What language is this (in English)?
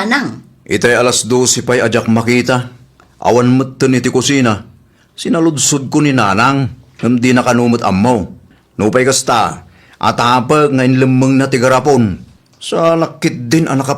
Iloko